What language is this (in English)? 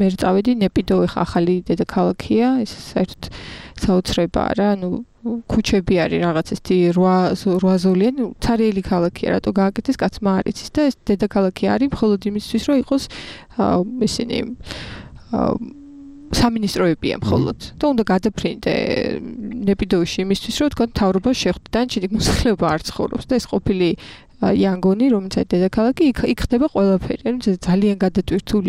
Georgian